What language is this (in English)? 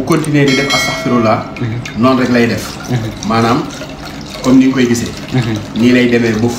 Wolof